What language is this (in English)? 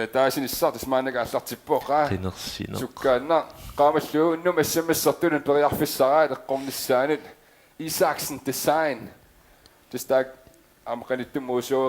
Kalaallisut